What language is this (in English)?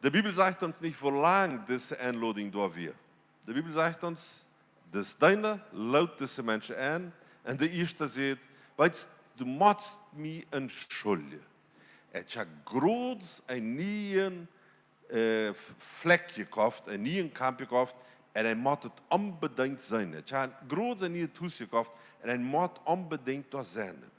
Plautdietsch